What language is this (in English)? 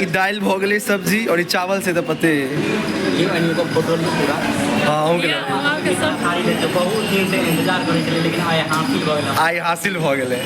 Maithili